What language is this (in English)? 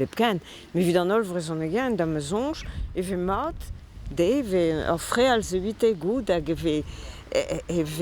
Breton